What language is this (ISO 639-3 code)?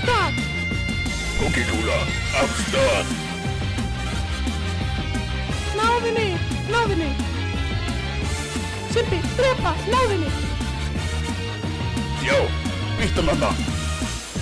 isl